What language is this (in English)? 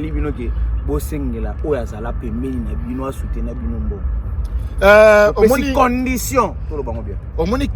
Lingala